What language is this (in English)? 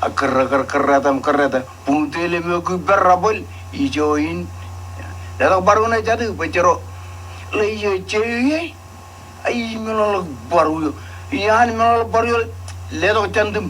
Marshallese